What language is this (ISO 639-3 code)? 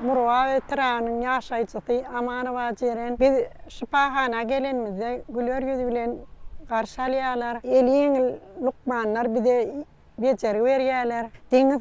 tuk